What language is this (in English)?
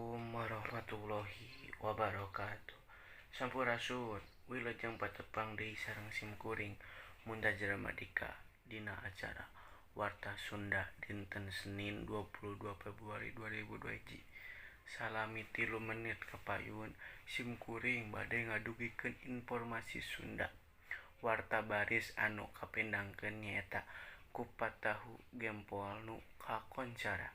Sundanese